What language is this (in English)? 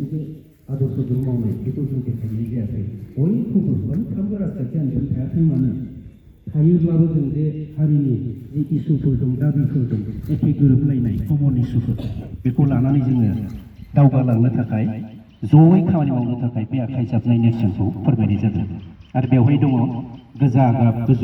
Bodo